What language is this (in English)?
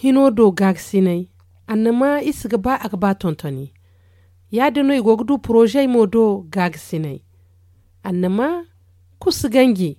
Zarma